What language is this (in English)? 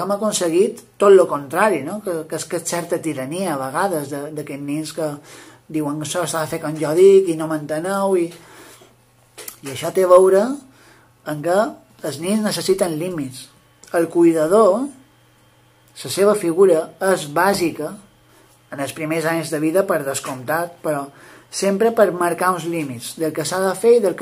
Catalan